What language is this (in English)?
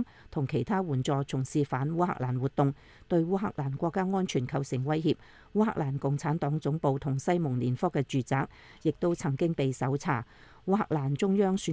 Cantonese